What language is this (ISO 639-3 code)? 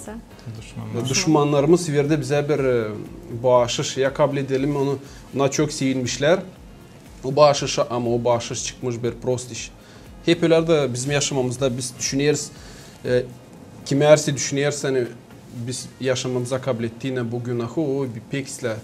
gag